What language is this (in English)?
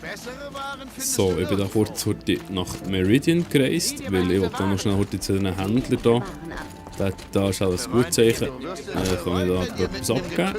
Swiss German